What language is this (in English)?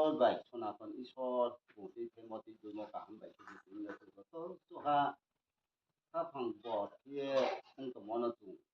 Riang (India)